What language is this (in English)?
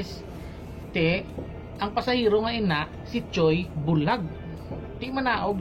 Hiligaynon